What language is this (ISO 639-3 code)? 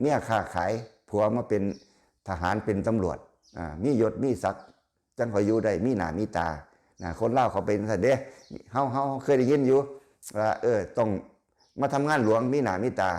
lao